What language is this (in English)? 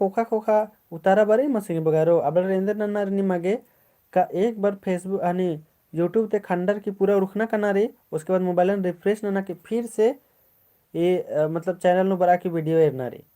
Kurukh